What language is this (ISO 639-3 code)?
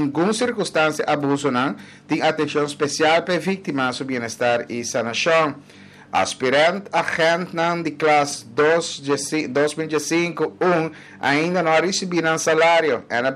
pap